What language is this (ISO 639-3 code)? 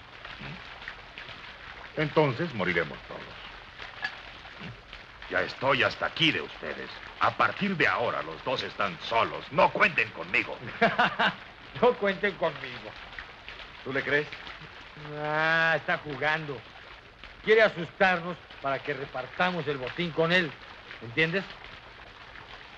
spa